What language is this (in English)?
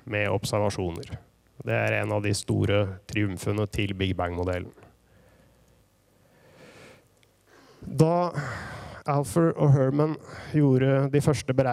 Norwegian